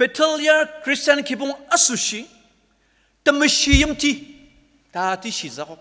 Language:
Ao Naga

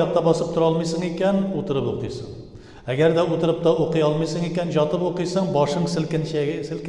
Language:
Tatar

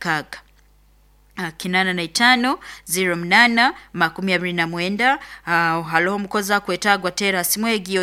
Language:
Nyoro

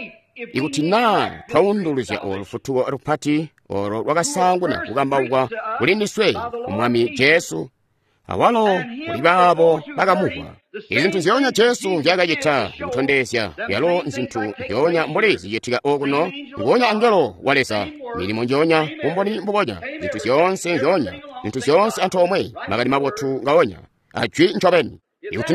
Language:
Tonga (Zambia)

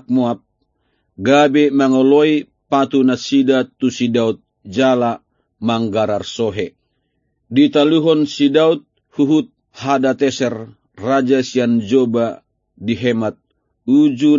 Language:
Batak Toba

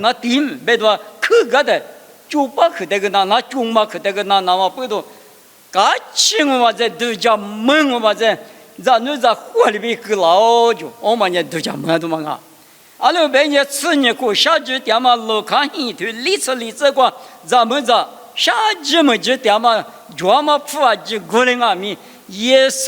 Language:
Lisu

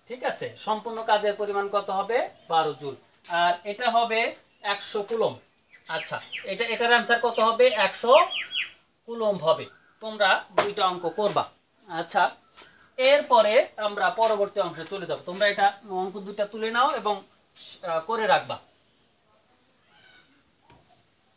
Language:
Bangla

